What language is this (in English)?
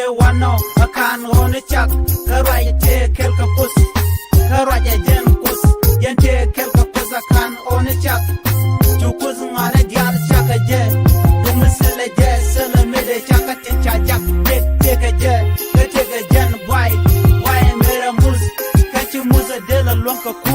Nuer